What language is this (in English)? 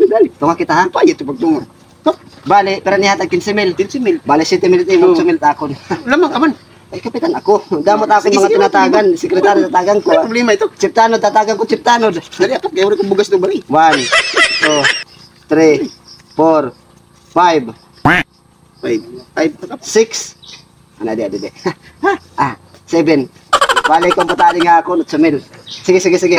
Waray